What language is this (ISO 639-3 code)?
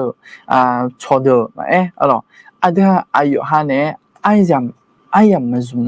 ahk